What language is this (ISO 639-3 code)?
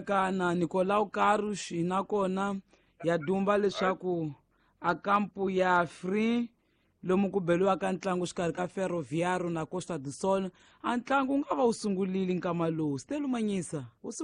tso